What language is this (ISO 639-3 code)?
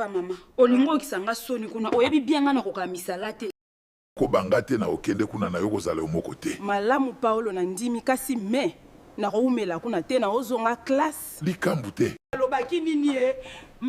lin